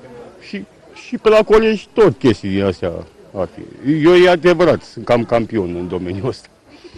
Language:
Romanian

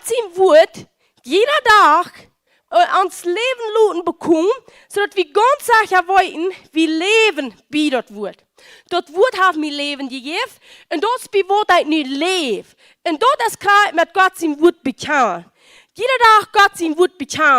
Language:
Plautdietsch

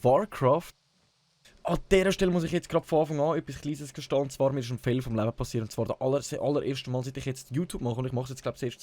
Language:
Swiss German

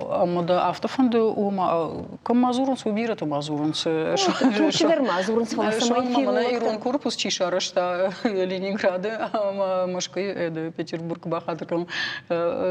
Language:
Ossetic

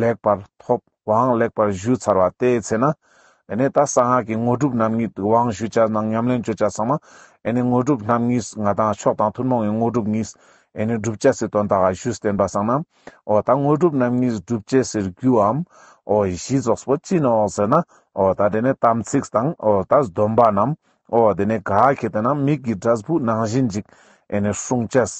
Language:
Ladakhi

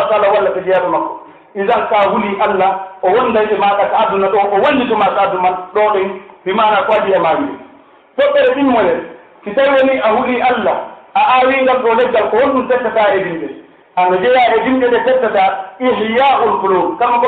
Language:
Pular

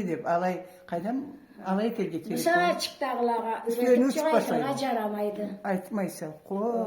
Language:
Karachay-Balkar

